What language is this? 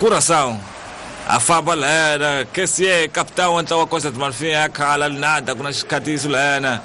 Tsonga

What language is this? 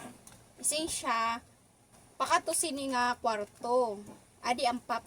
Waray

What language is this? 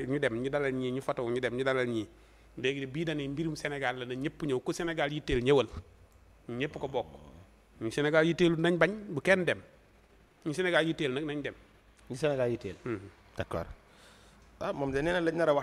Wolof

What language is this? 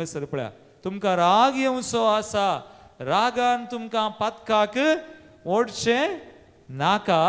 Konkani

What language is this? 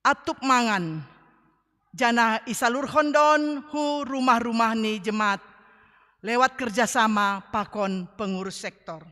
Batak Simalungun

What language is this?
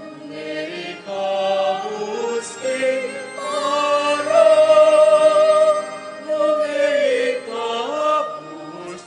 Pampanga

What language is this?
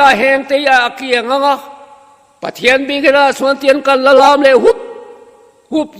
Mizo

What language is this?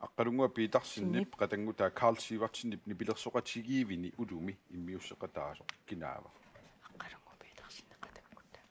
Kalaallisut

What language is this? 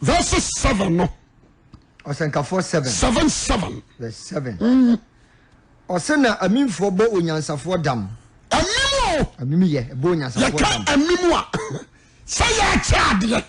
Akan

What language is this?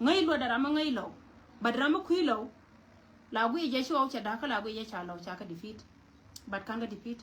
Nuer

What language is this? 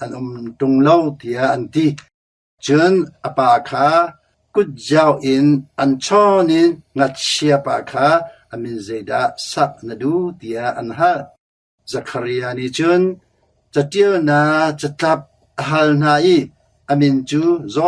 Hakha Chin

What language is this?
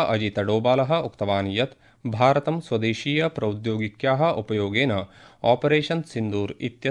Sanskrit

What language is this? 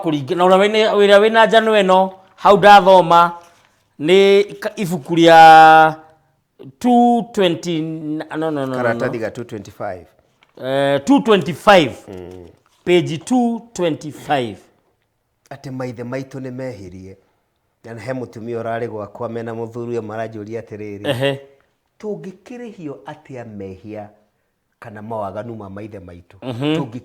Kikuyu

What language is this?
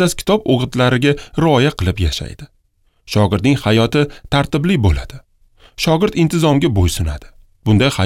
Uzbek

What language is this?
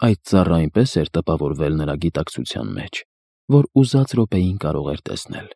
Armenian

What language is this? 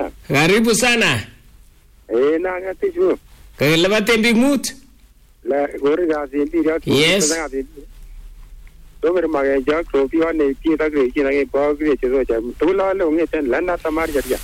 Swahili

